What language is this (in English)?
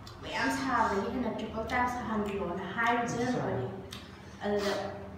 Manipuri